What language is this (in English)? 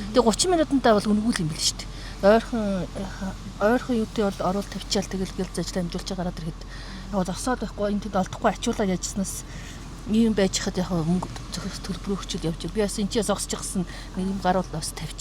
Mongolian